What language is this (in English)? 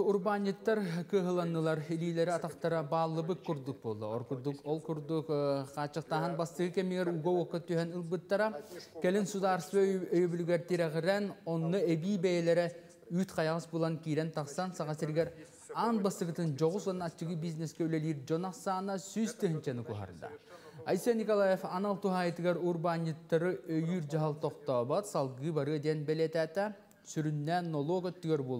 Yakut